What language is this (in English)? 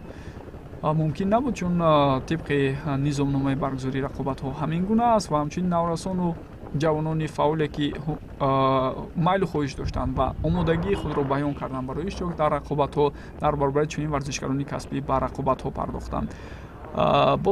Tajik